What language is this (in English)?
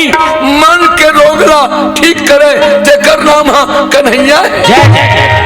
Chhattisgarhi